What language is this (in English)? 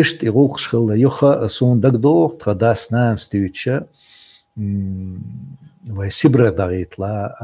Chechen